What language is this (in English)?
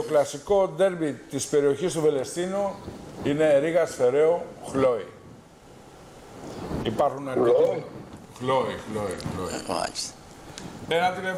Greek